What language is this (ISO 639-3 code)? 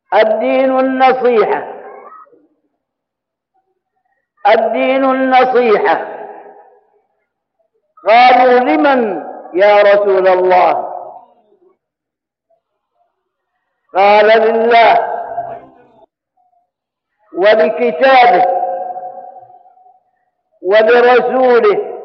ara